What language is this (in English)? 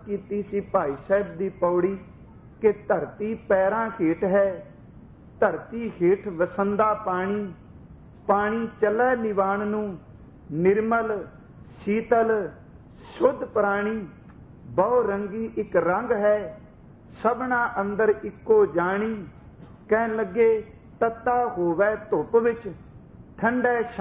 Punjabi